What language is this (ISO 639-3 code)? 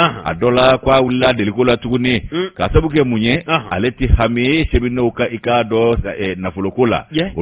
bam